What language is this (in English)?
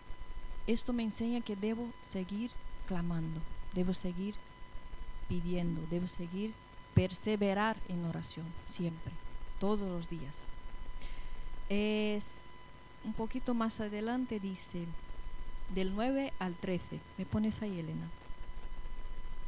Spanish